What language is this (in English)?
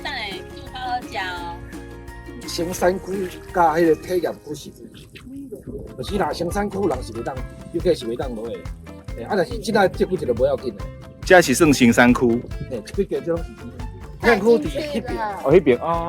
Min Nan Chinese